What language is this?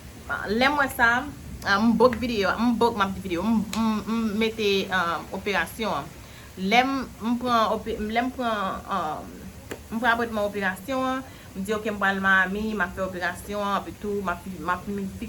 Haitian Creole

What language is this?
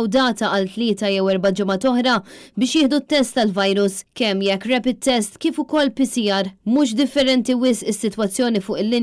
Maltese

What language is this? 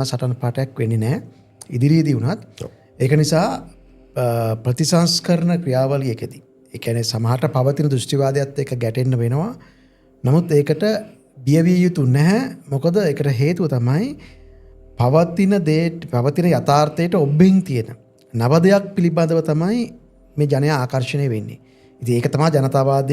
Sinhala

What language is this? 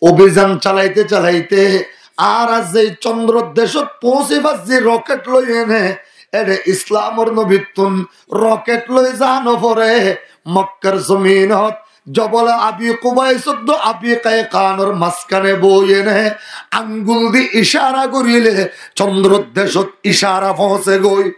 Rohingya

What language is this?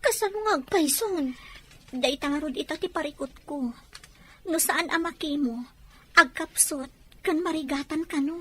Iloko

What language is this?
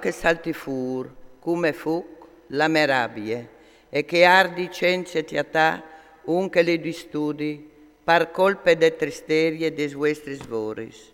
Friulian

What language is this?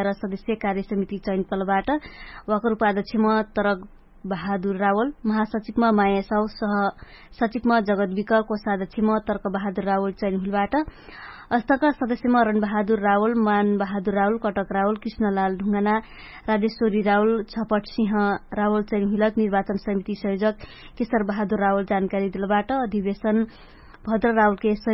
Dangaura Tharu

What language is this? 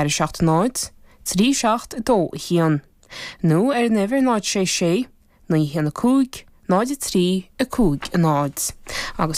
Irish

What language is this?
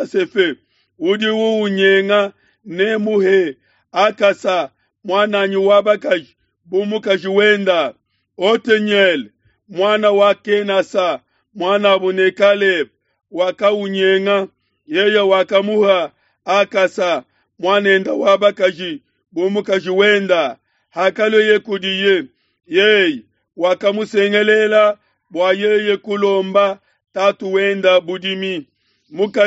Luba-Lulua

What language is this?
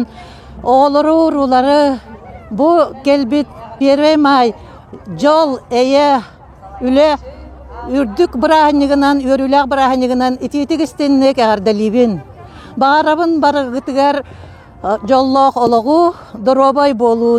Yakut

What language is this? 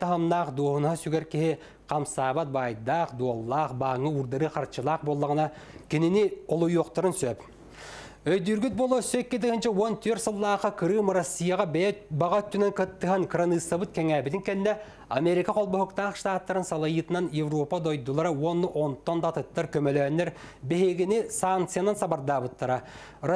Yakut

